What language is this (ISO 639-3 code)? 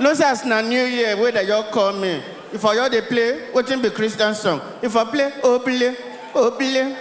pcm